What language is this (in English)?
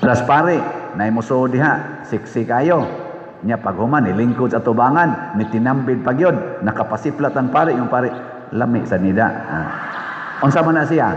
Cebuano